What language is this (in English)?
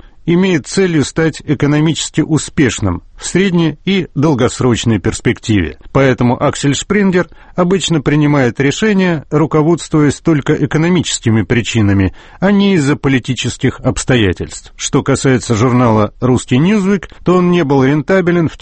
Russian